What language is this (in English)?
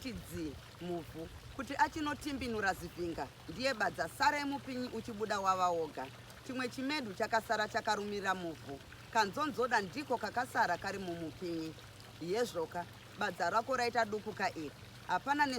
Shona